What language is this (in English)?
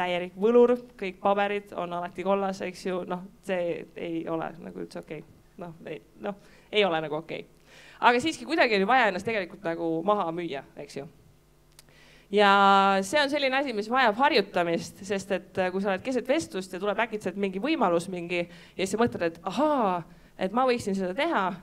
Estonian